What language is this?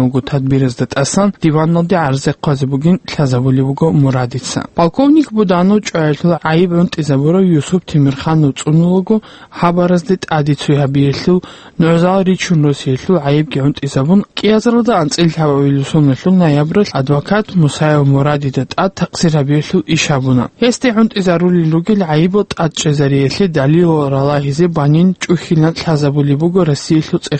Avaric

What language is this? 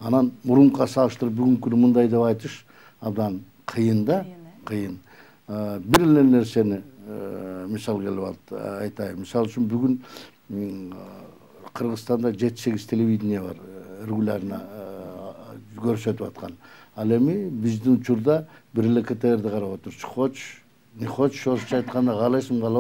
Kyrgyz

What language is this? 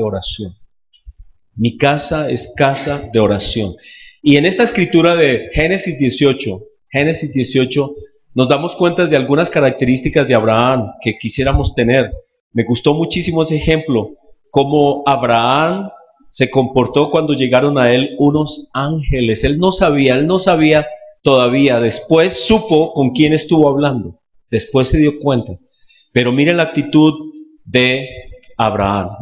Spanish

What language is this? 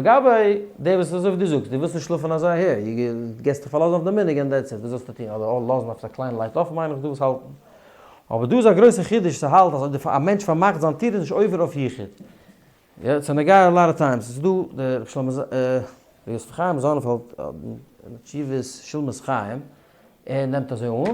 Yiddish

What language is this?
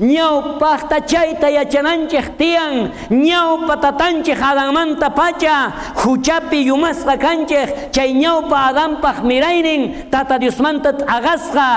South Bolivian Quechua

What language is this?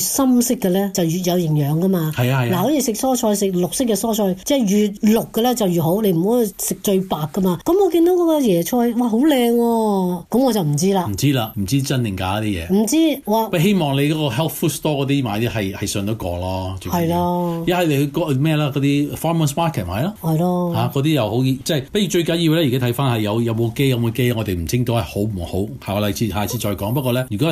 Cantonese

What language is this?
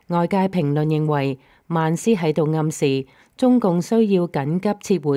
Cantonese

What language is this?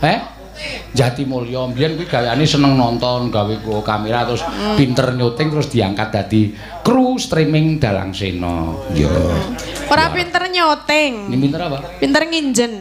Javanese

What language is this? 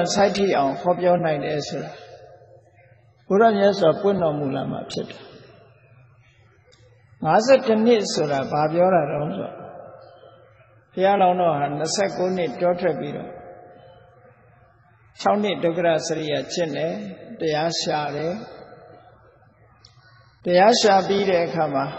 Burmese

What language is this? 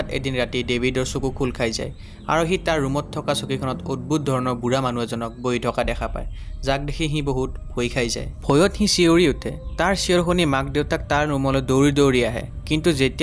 Assamese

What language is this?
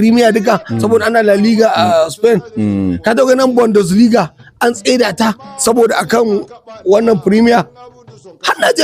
Hausa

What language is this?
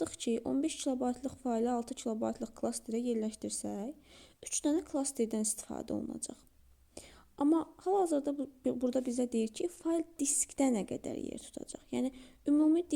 Azerbaijani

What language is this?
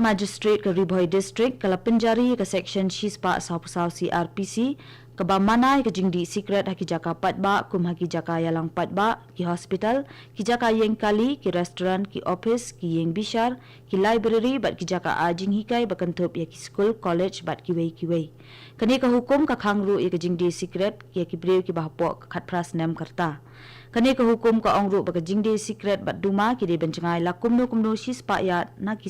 Khasi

